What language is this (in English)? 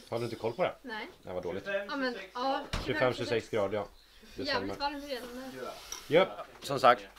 Swedish